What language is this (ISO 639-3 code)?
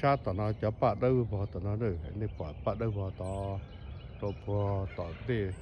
hmn